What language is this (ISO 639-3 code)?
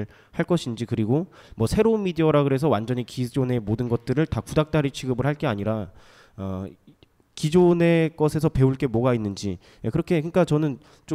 kor